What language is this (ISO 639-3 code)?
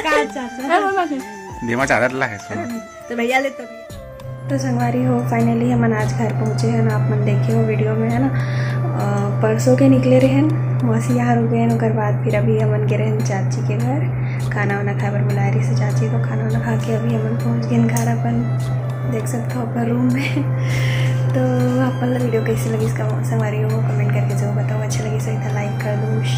hne